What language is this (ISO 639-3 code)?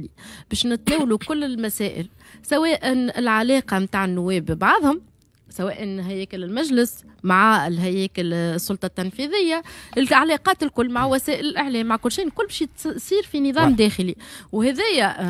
aeb